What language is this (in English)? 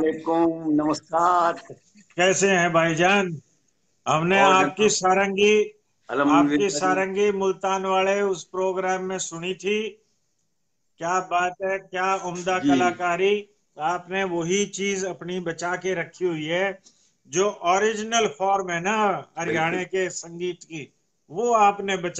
Haryanvi